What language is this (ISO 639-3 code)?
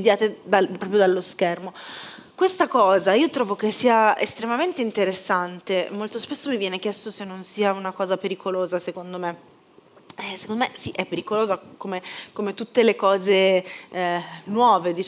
ita